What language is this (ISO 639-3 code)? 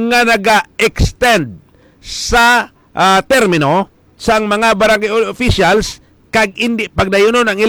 hil